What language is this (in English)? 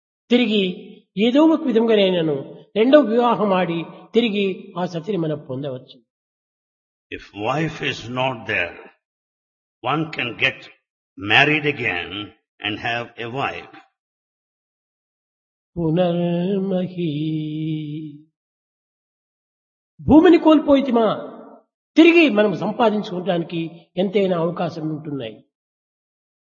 Telugu